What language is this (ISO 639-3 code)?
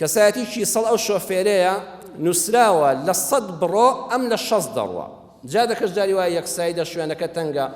ckb